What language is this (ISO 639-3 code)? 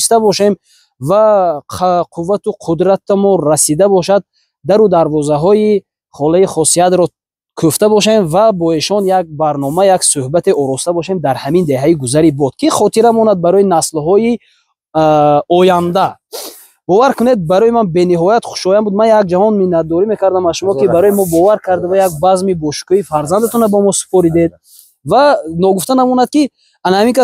tgk